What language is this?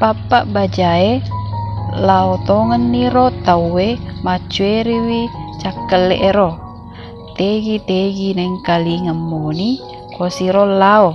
Buginese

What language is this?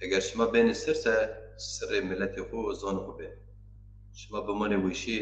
Zaza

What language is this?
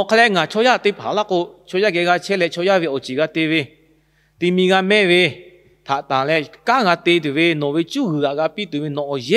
Lahu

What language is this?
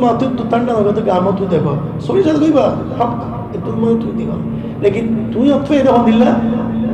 Rohingya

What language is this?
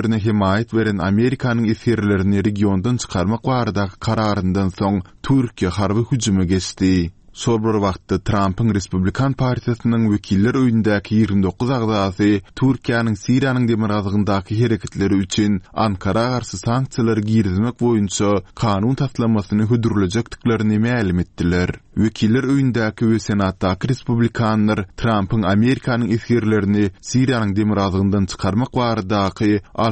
Turkmen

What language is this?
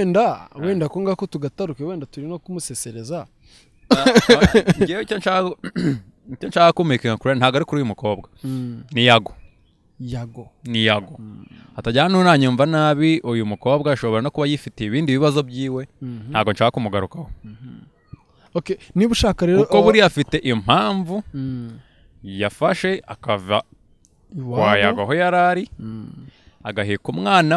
Kinyarwanda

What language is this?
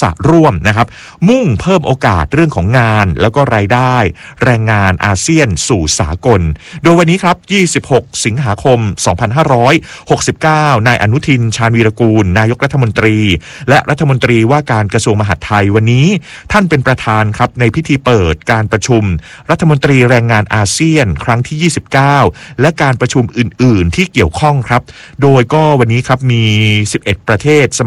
Thai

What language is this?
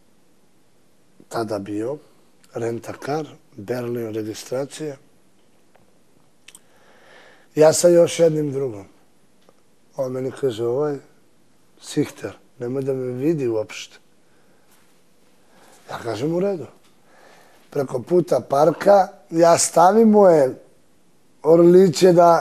Serbian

